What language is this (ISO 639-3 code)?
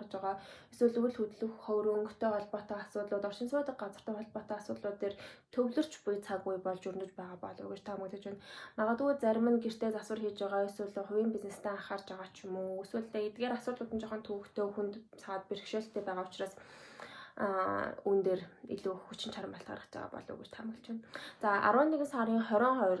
mon